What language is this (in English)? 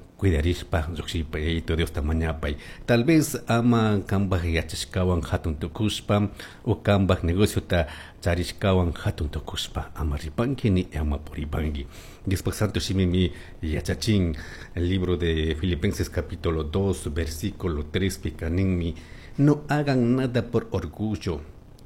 Chimborazo Highland Quichua